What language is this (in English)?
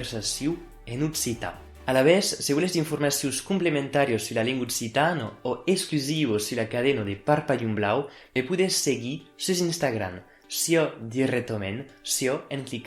Occitan